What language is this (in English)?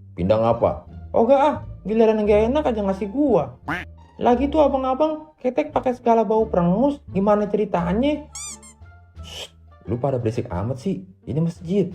Betawi